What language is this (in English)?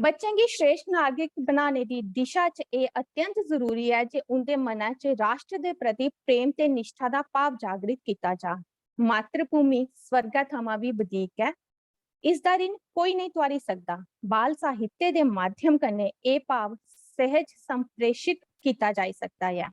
Dogri